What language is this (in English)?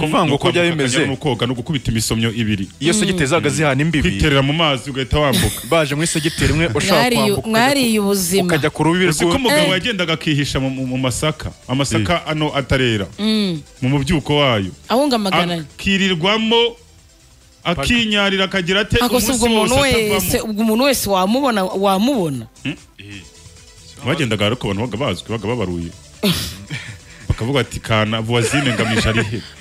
Kinyarwanda